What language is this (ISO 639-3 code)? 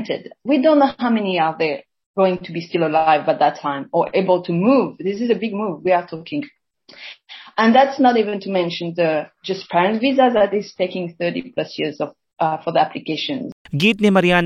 fil